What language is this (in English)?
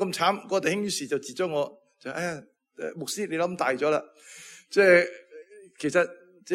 Cantonese